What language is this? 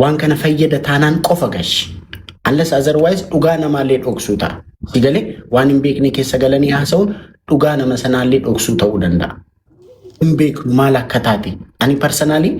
Oromo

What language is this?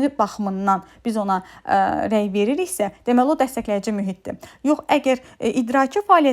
Azerbaijani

